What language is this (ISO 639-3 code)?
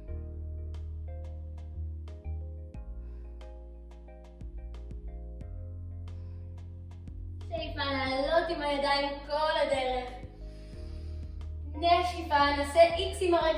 heb